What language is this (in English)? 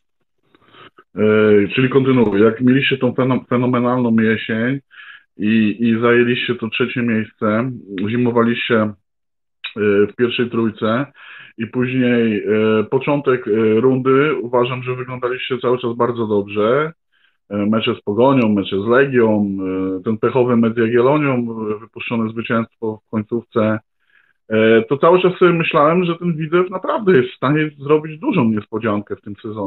Polish